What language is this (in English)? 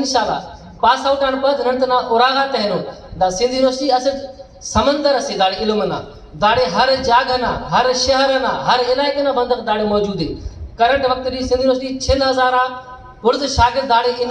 Brahui